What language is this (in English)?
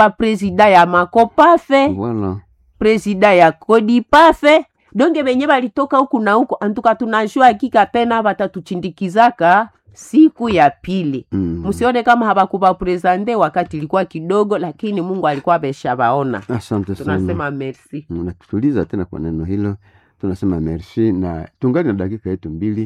Swahili